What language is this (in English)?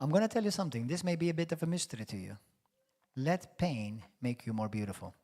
English